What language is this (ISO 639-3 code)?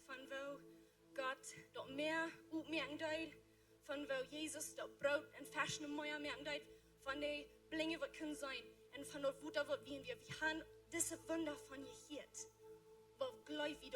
pdt